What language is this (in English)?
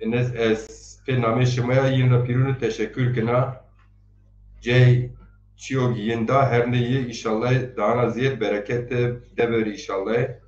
Zaza